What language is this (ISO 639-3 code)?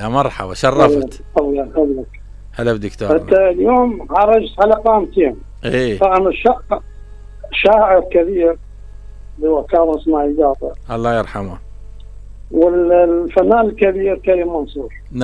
acm